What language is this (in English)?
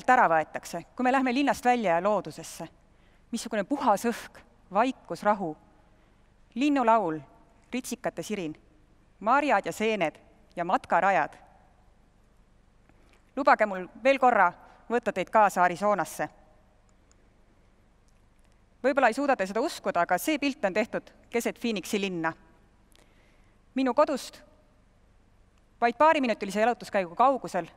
Estonian